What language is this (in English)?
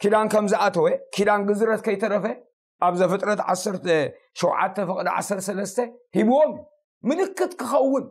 Tigrinya